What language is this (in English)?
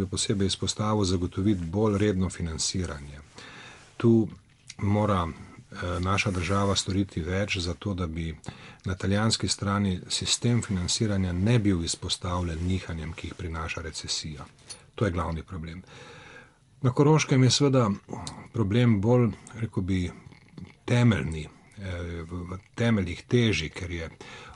Slovenian